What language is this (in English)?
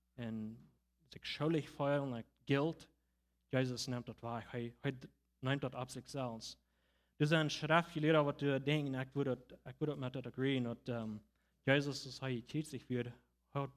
Plautdietsch